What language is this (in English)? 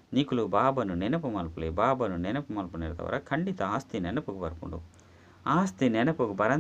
Tulu